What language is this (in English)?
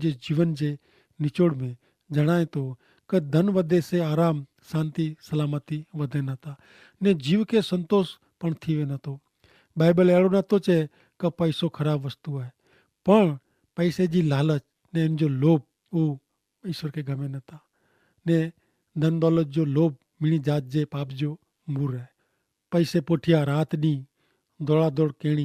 Kachhi